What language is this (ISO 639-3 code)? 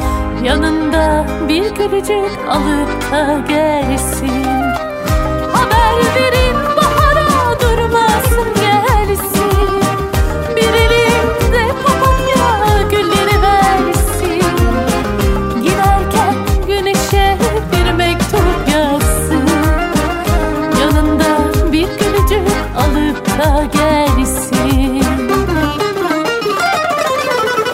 tur